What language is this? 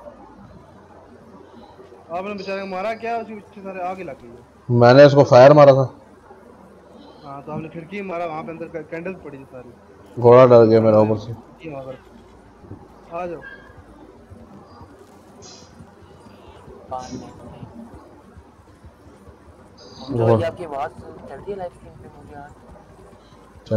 Hindi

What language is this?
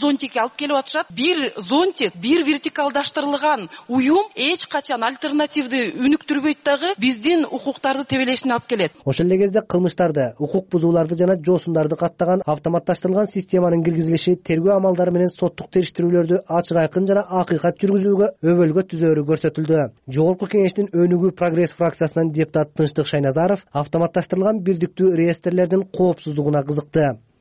Kyrgyz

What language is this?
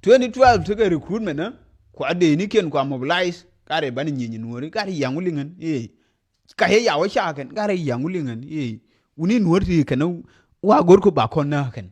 Nuer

